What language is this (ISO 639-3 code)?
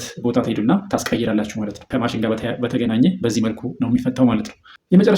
amh